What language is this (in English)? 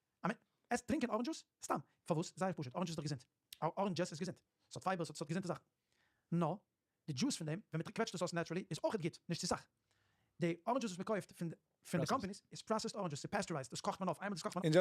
Yiddish